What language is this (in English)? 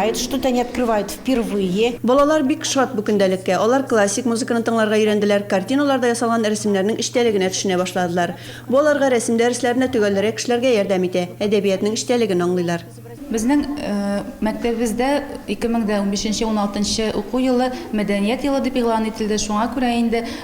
Tatar